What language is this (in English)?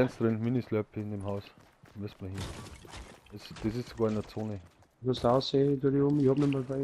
Bavarian